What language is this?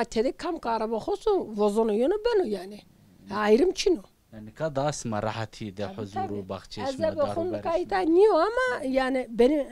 Zaza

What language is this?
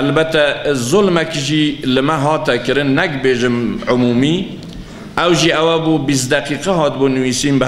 Kurdish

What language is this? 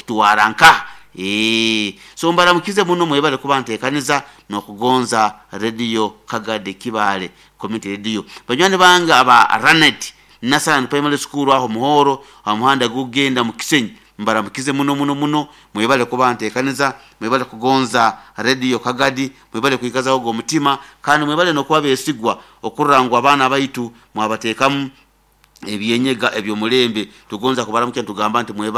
Nyoro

